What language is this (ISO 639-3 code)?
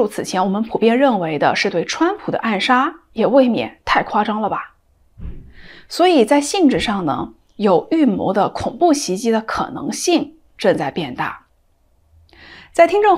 zho